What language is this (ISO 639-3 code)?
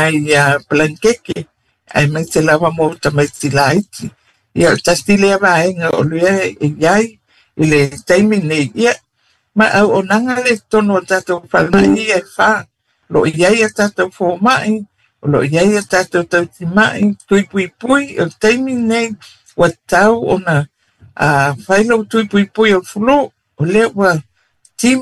smo